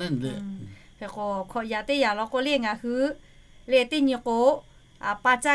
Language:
Lahu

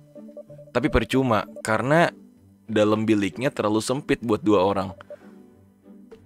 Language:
Indonesian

